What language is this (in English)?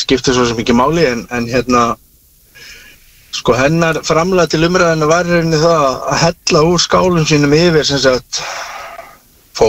Icelandic